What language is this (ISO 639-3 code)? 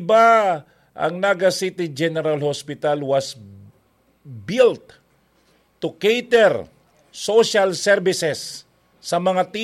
bik